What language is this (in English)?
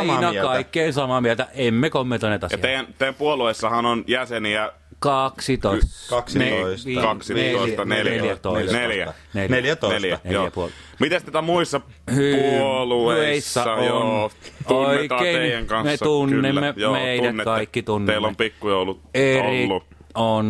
Finnish